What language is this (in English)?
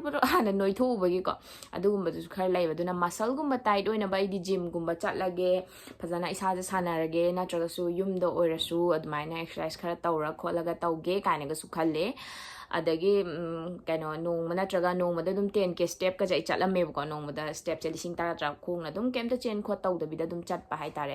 Manipuri